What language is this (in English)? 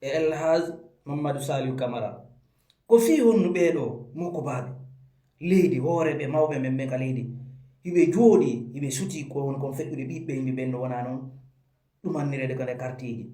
Fula